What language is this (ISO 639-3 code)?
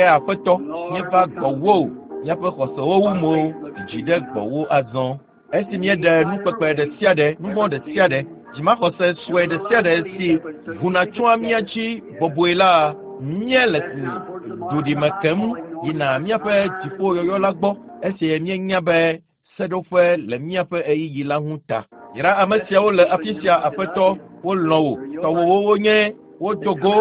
ewe